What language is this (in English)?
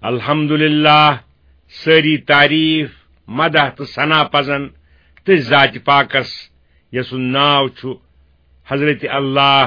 Kashmiri